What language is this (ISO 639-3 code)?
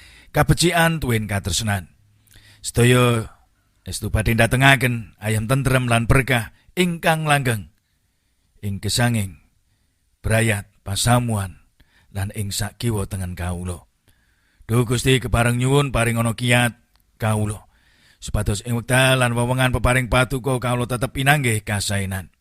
jav